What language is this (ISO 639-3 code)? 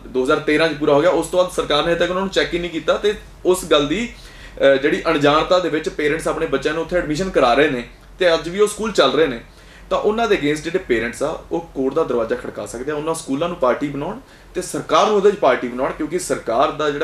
pan